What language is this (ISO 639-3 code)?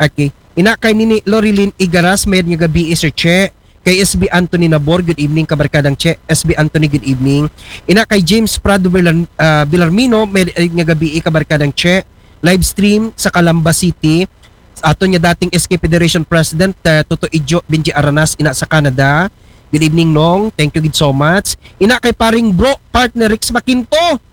akl